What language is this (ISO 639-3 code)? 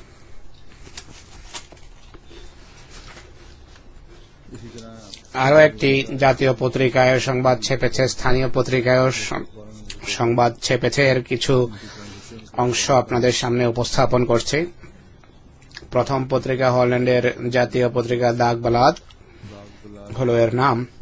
ben